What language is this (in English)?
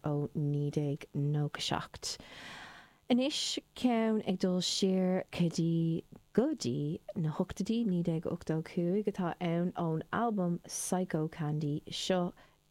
Irish